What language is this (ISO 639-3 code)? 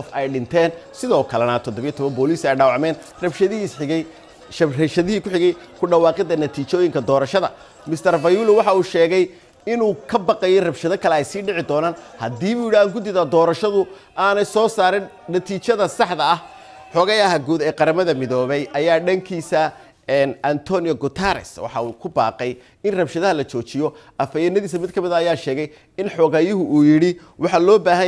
som